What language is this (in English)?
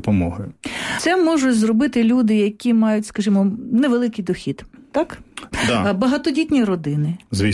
Ukrainian